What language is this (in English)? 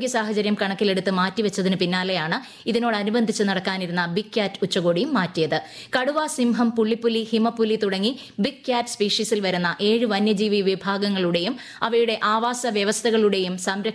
Malayalam